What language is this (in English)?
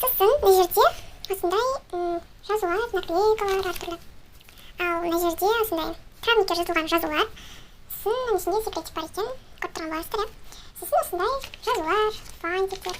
Kazakh